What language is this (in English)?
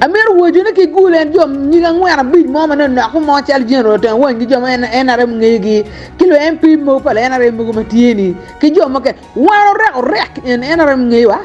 Acoli